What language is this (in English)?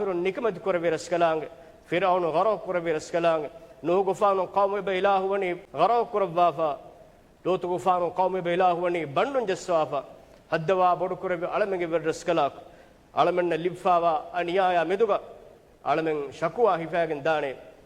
Divehi